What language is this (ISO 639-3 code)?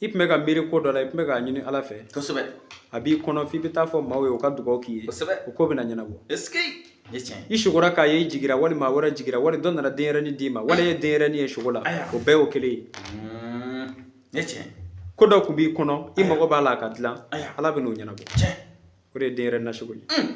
bam